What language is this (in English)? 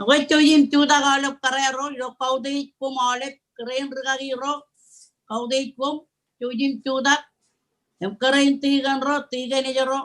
Marshallese